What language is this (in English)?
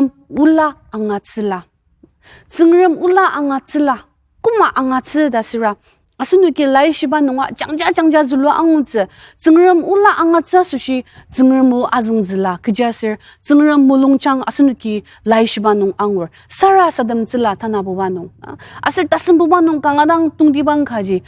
Ao Naga